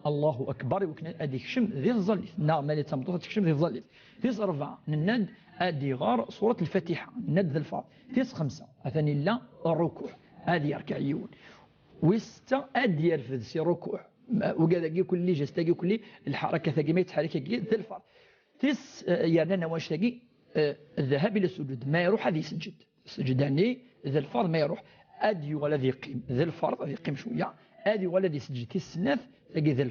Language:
Kabyle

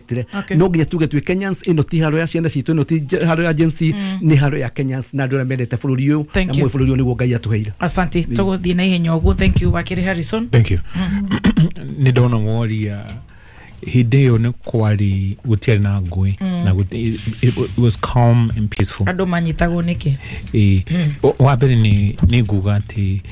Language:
Kikuyu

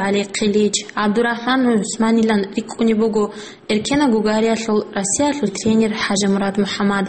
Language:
Avaric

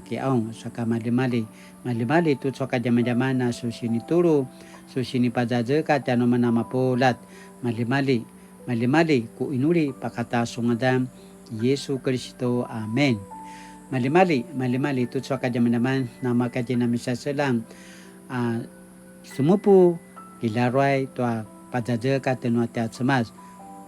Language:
Paiwan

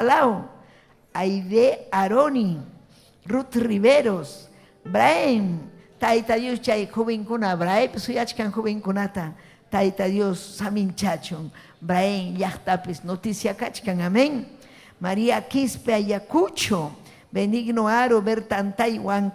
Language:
Ayacucho Quechua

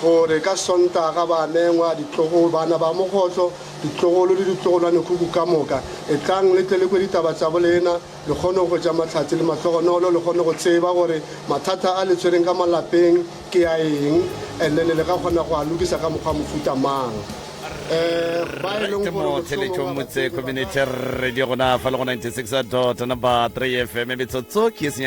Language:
Northern Sotho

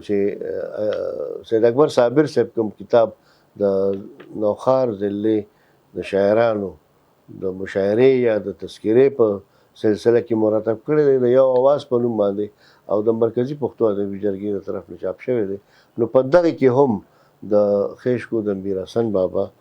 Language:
Pashto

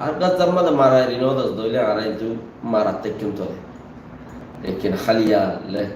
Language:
Rohingya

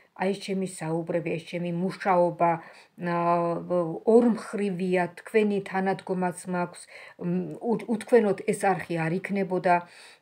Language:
Georgian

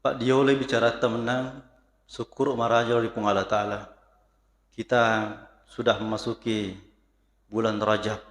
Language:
Buginese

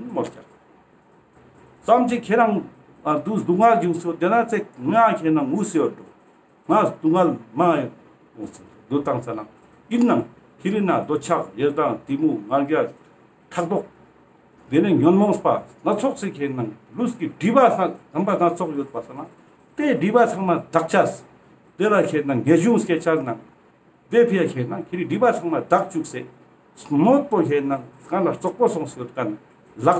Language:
Ladakhi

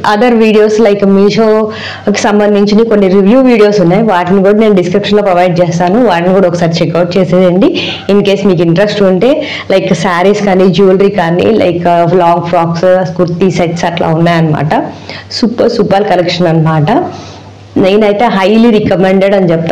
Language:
Telugu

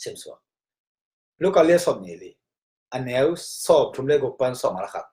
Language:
Tedim Chin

